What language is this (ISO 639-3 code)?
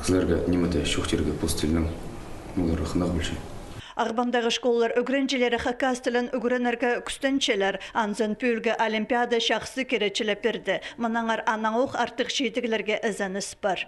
kjh